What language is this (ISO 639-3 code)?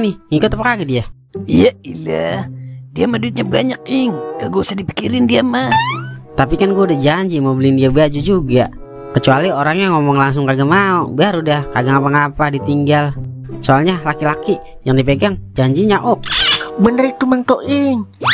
bew